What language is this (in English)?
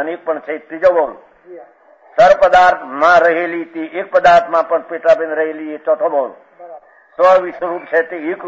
Gujarati